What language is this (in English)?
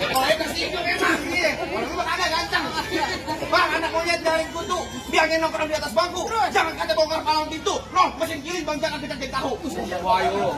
Betawi